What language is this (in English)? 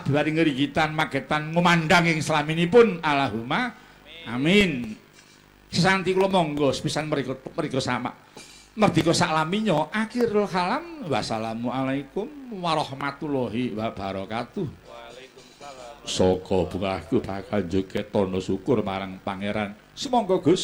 Javanese